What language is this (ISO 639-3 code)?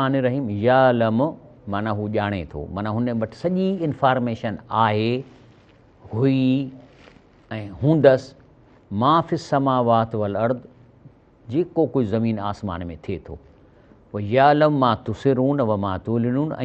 snd